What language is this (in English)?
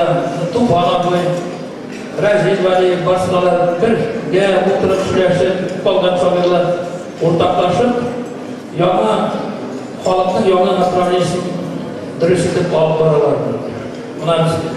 Tatar